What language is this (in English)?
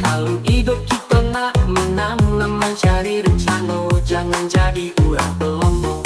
Musi